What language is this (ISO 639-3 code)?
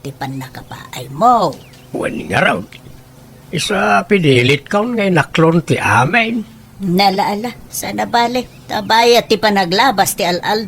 ilo